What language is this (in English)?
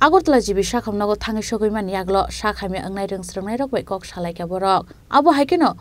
Kok Borok